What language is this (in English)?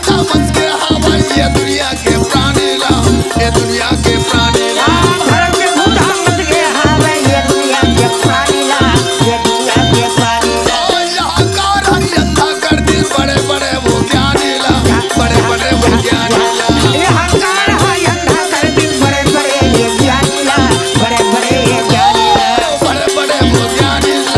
Chhattisgarhi